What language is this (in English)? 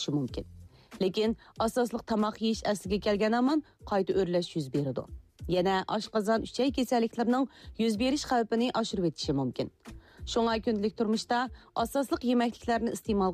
Uyghur